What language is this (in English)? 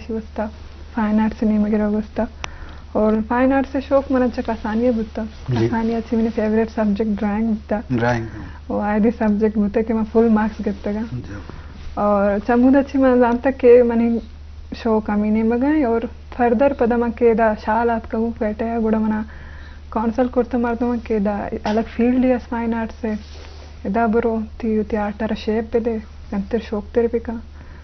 Eastern Balochi